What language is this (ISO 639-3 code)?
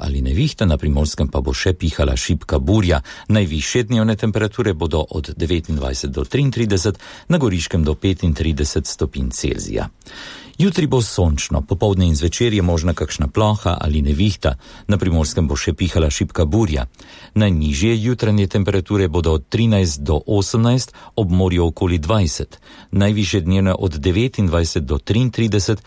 slv